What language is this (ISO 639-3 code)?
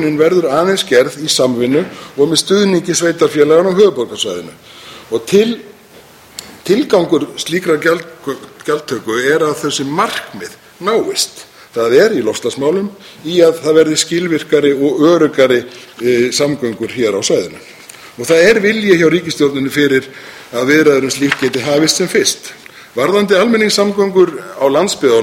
isl